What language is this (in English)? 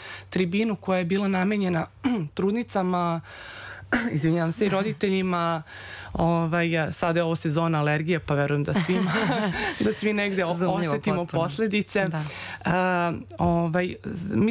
Serbian